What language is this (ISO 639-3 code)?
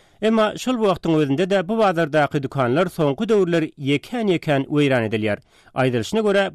tuk